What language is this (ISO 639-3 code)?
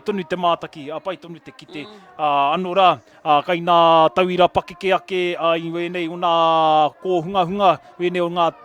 mri